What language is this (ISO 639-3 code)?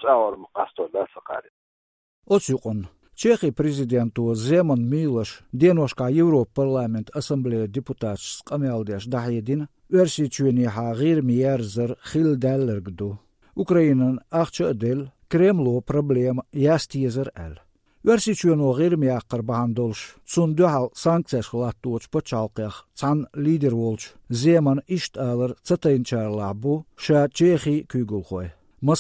che